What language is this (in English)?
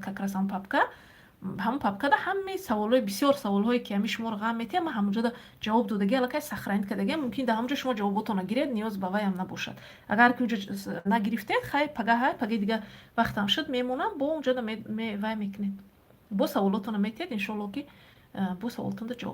Tajik